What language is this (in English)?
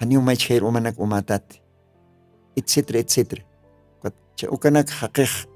Aymara